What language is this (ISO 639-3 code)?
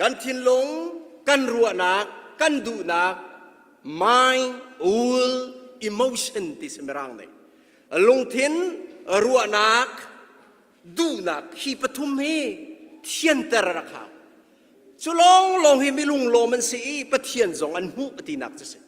cnh